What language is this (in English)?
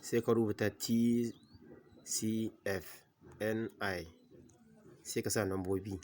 Hausa